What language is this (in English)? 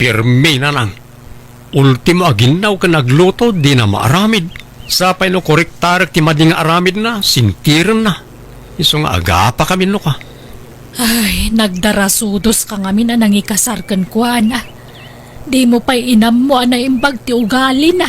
Iloko